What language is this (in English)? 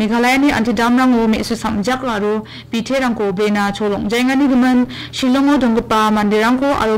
Garo